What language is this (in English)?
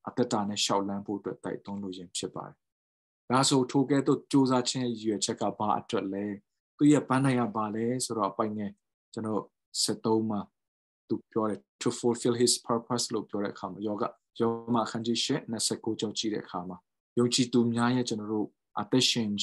Burmese